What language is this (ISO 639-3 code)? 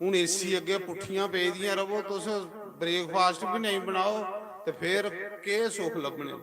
doi